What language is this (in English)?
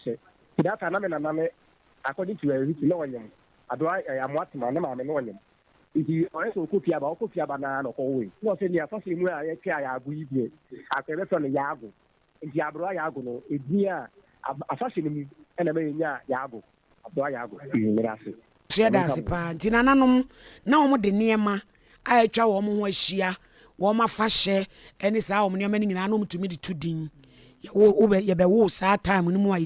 Akan